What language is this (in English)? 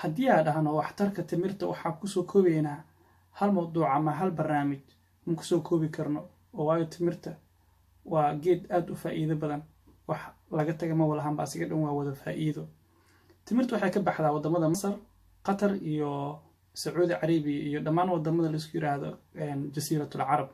Somali